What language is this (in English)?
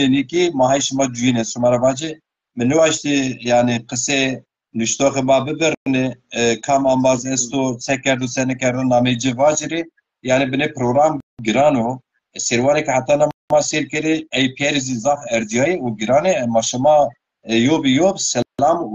Zaza